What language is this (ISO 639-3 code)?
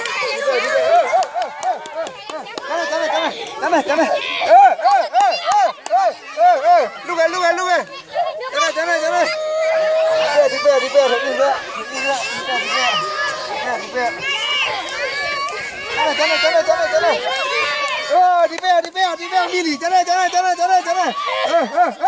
tha